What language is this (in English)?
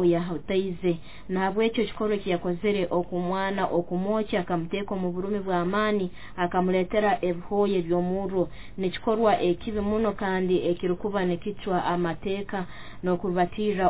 Nyoro